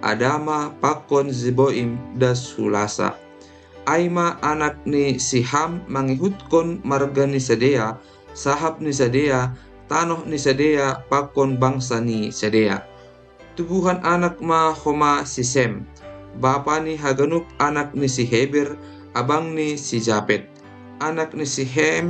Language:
Batak Simalungun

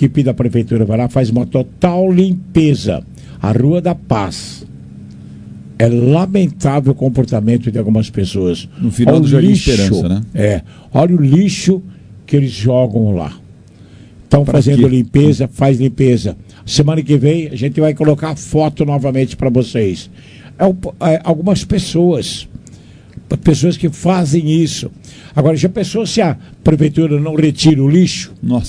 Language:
Portuguese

